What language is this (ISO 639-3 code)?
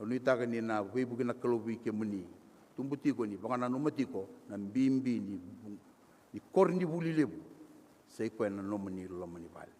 fij